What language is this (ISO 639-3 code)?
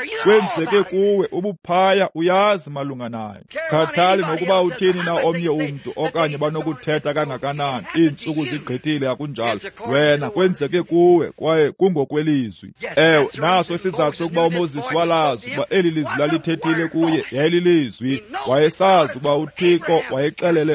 xho